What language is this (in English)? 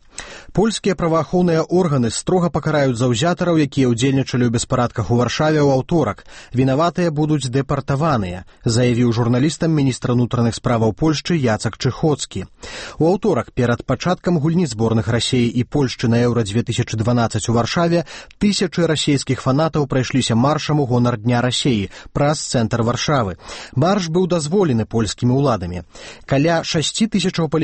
Belarusian